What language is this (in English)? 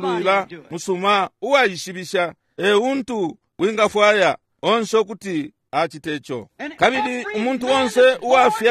Bemba